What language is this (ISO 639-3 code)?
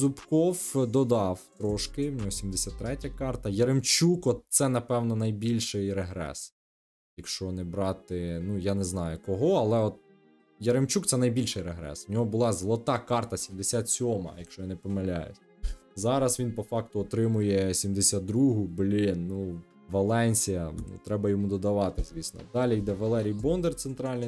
ukr